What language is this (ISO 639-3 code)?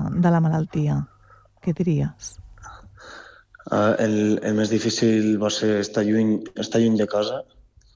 cat